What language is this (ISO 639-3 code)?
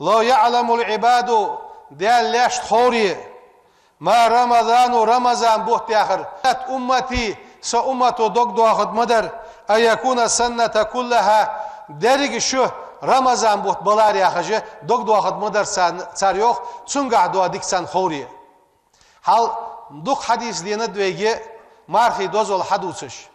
inh